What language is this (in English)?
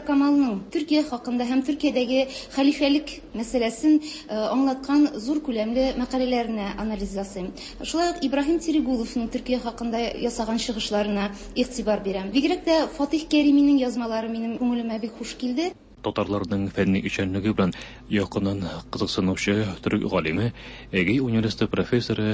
Tatar